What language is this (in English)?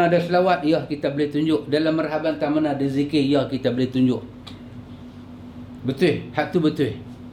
Malay